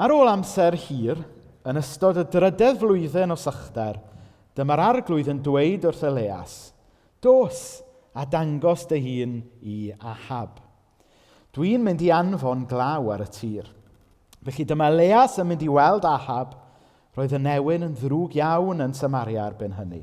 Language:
Welsh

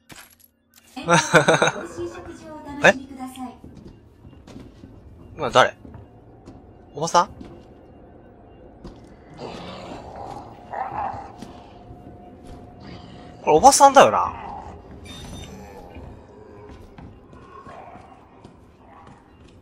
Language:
Japanese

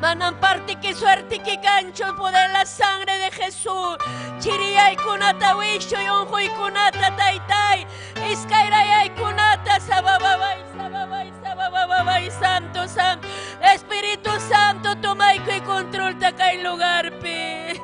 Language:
Ayacucho Quechua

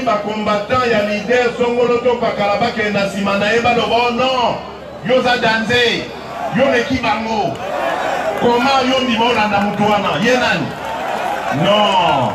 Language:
Lingala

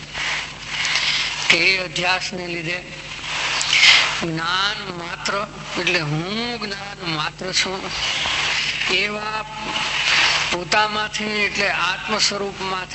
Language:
Gujarati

